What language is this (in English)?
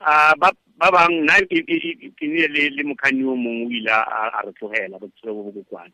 Tswana